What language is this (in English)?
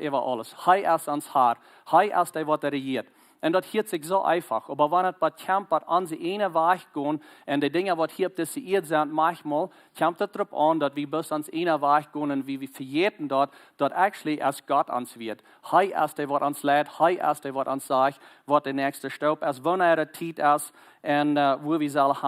Plautdietsch